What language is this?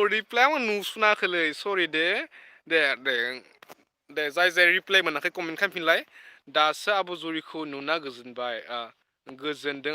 Bodo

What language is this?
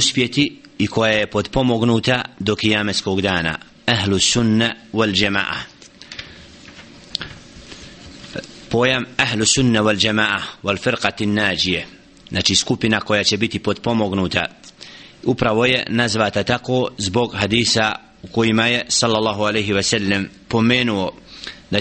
Bosnian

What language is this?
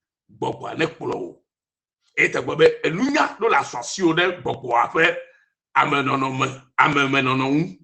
Ewe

